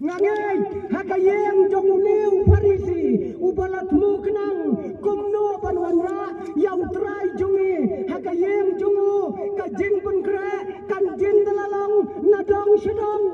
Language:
Khasi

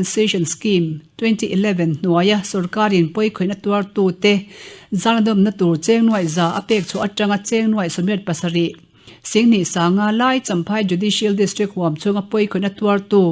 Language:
Mizo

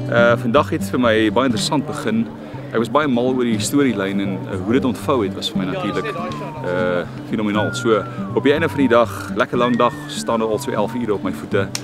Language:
Afrikaans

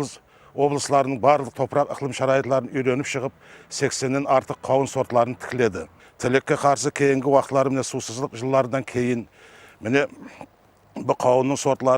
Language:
Kara-Kalpak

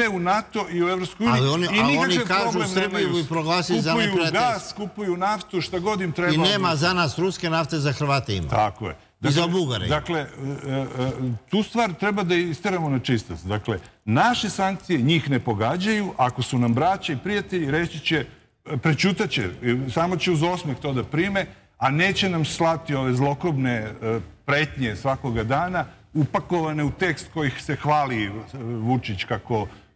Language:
Serbian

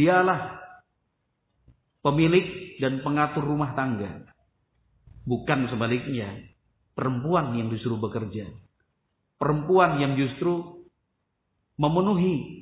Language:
Indonesian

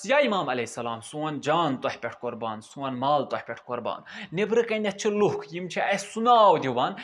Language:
Kashmiri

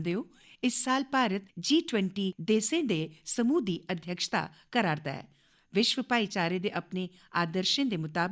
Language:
Dogri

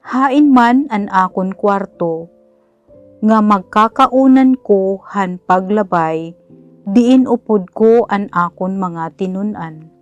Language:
Waray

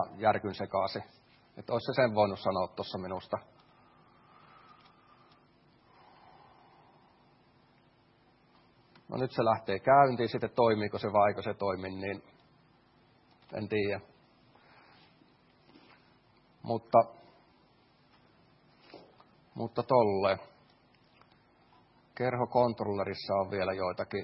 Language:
Finnish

